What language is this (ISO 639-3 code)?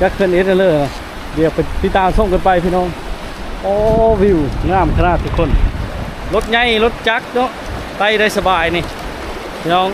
lao